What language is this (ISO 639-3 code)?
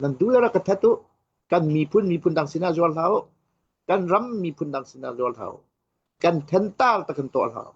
cnh